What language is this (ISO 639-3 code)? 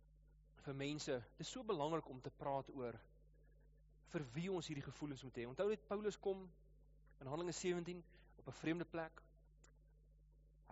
afr